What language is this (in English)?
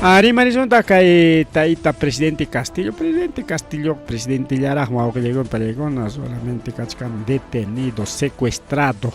Ayacucho Quechua